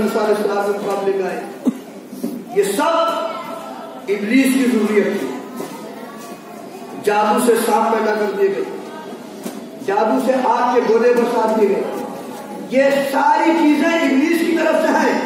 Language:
Urdu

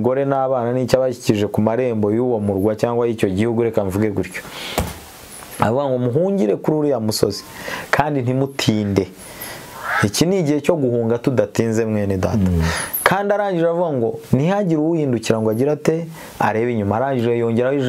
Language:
Kinyarwanda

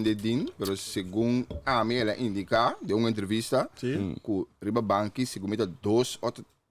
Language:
Papiamento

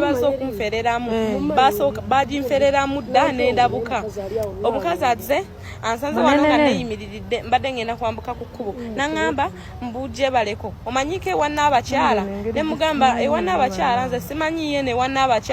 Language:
Ganda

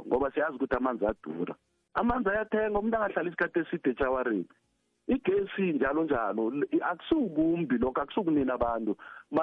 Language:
South Ndebele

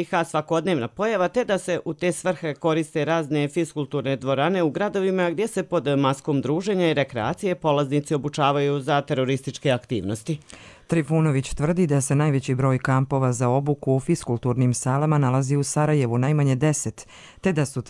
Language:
Croatian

